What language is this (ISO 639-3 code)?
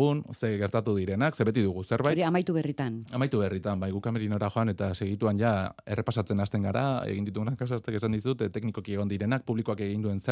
eus